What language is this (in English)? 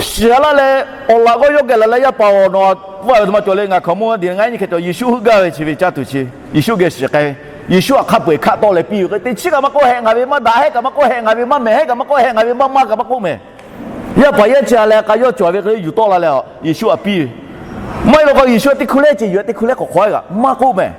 Lahu